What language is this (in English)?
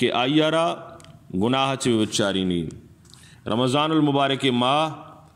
Eastern Balochi